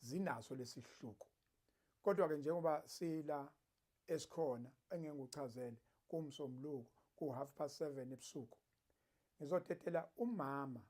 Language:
Zulu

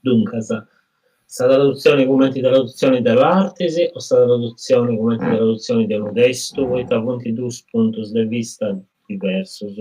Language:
Sardinian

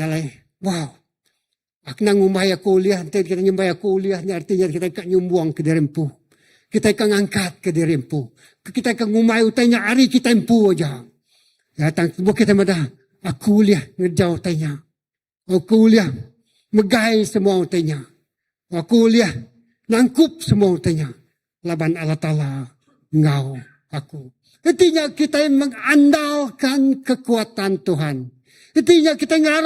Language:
Iban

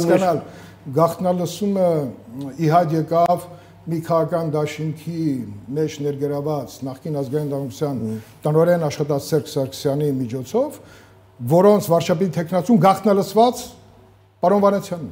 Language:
Armenian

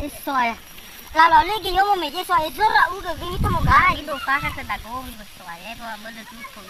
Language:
Nias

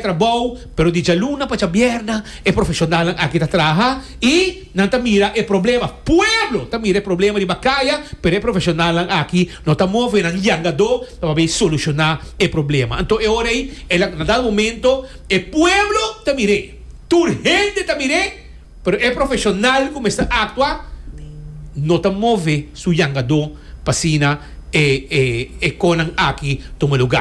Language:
Papiamento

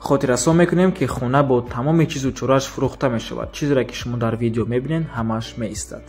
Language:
Tajik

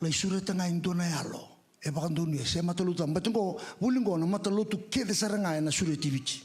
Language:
Fijian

